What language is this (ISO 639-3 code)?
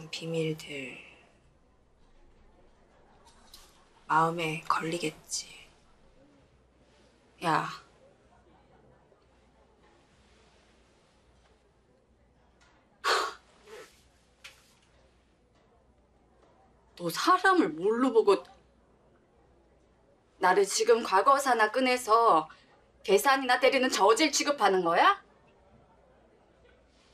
kor